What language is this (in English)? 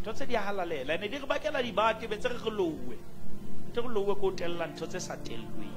Southern Sotho